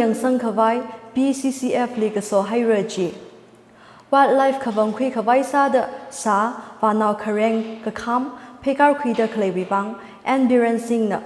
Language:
Tangkhul Naga (India)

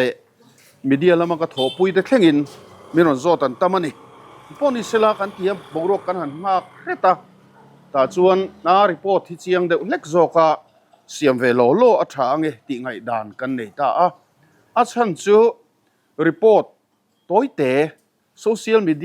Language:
Mizo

